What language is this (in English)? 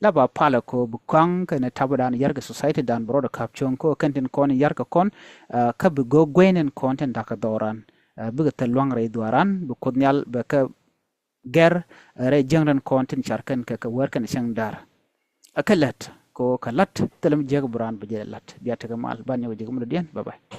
Nuer